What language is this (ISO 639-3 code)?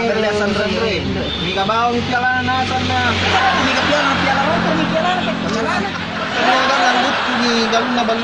bug